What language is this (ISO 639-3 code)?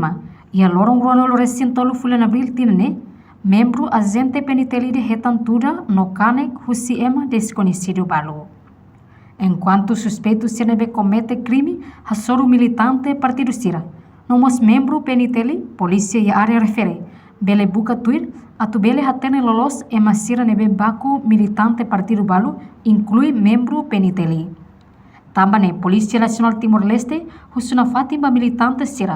tet